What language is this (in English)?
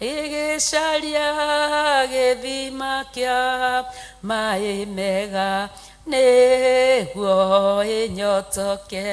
Kikuyu